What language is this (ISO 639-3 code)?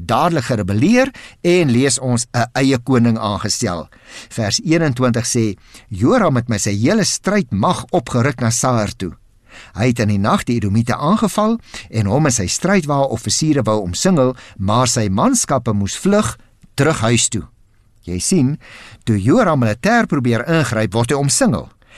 afr